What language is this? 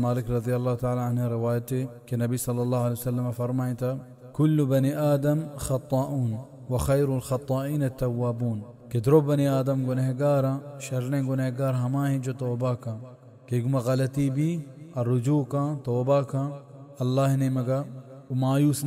Baluchi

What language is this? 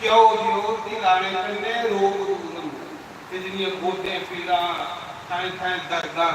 Dogri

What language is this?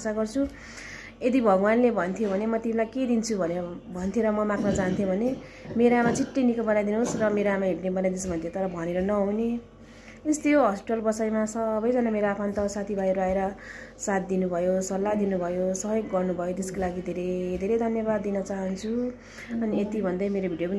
Nepali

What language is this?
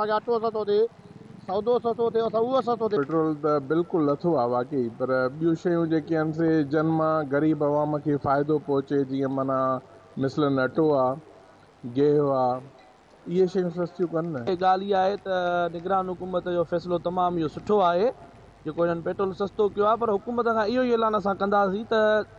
Sindhi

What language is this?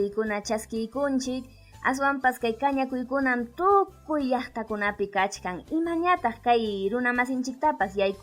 Ayacucho Quechua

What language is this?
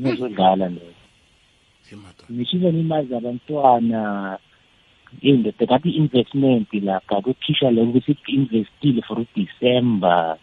South Ndebele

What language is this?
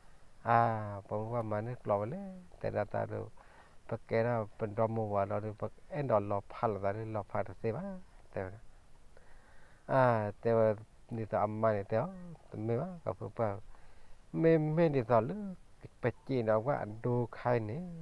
S'gaw Karen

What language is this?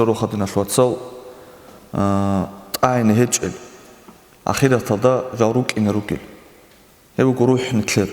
Avaric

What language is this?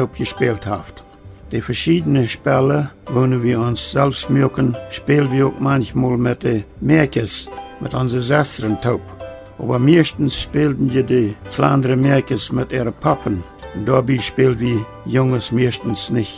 Plautdietsch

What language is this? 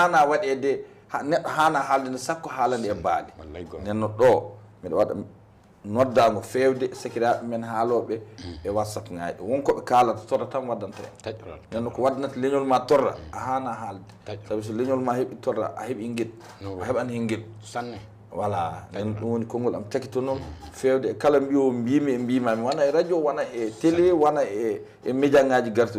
Fula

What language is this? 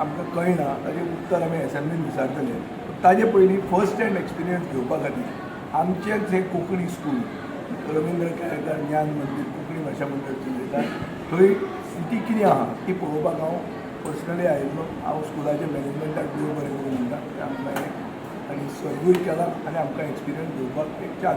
Konkani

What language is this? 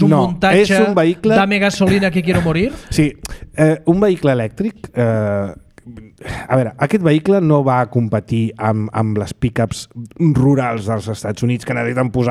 Catalan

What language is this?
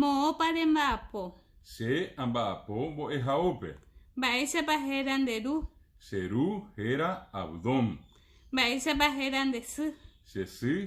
Guarani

